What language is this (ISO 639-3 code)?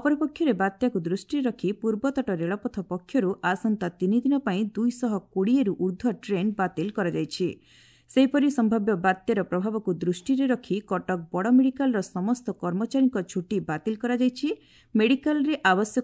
ori